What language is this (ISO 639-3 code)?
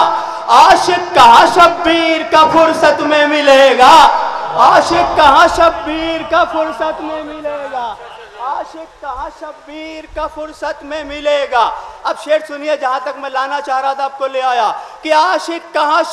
urd